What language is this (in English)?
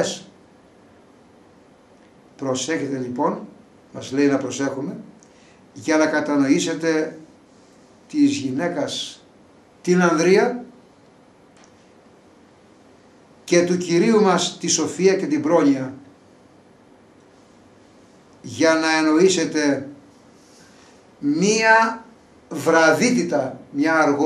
Greek